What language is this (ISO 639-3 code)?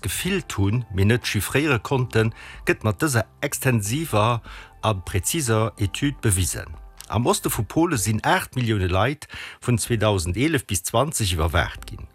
ltz